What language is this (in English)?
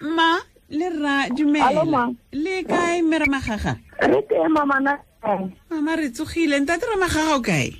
Tswana